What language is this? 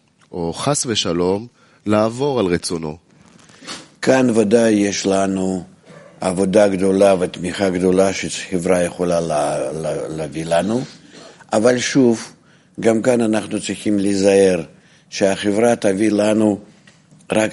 Hebrew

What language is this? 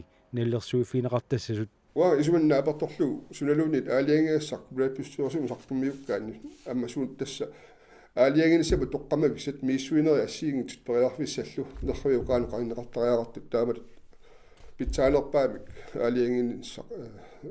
Kalaallisut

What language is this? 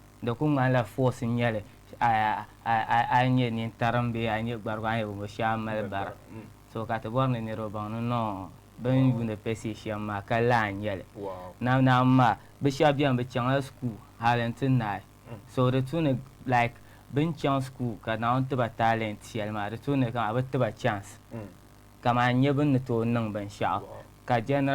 Dagbani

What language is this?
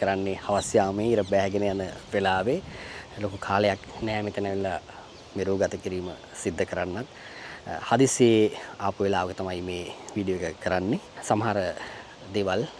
Sinhala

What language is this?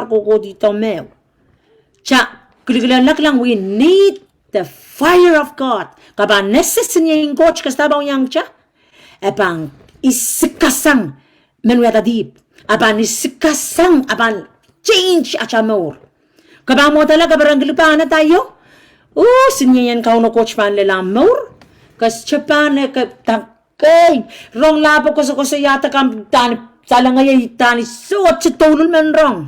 Pohnpeian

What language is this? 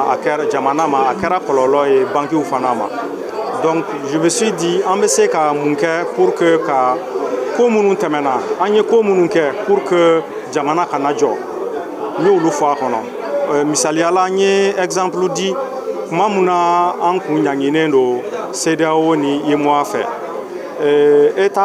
Bambara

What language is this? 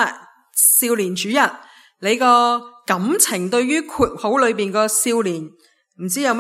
Cantonese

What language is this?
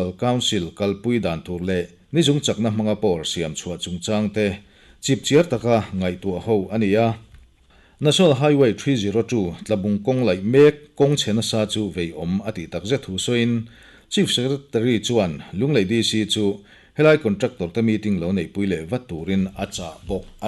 Mizo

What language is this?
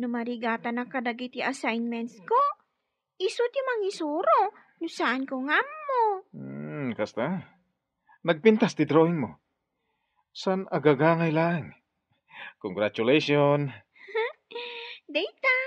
Iloko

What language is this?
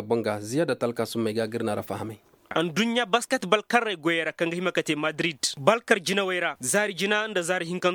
Koyraboro Senni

